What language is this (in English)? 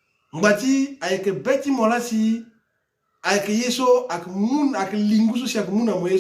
Sango